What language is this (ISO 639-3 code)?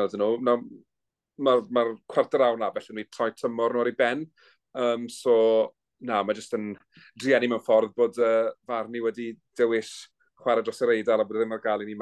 cym